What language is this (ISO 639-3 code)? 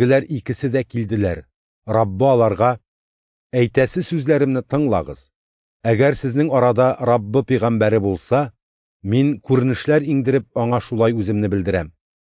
tat